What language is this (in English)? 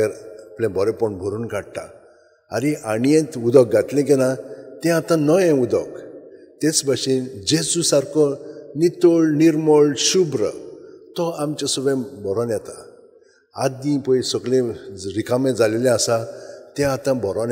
Konkani